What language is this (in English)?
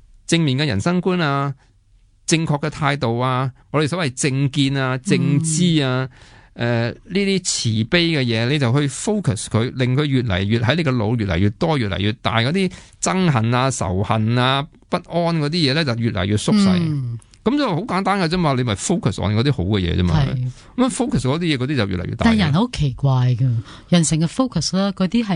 Cantonese